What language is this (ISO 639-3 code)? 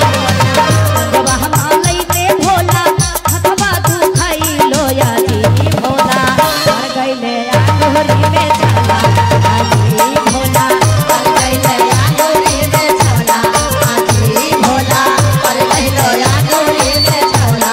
mag